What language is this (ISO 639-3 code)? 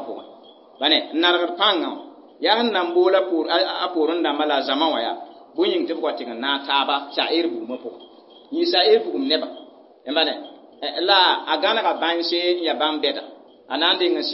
mos